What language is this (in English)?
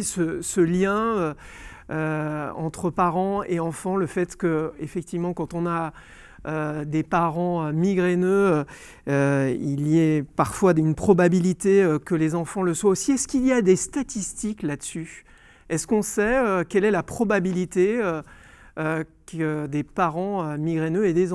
French